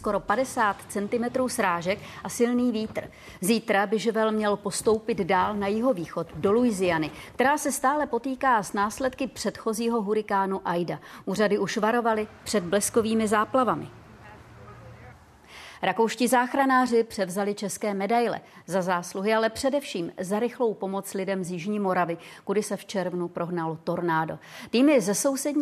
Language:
Czech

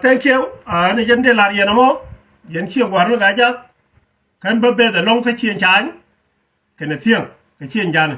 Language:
Nuer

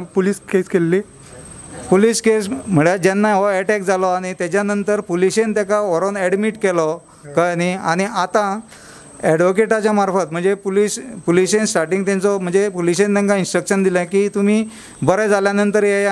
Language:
Konkani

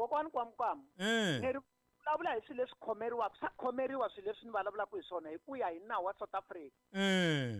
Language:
Tsonga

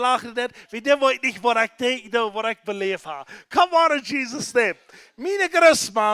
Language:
Plautdietsch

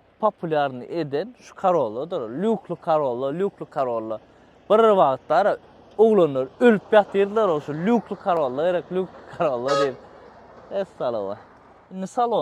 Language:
Turkmen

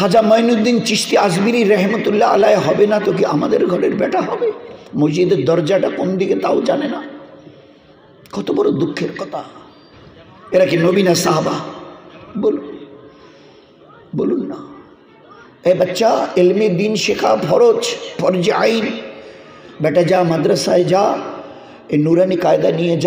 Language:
Bangla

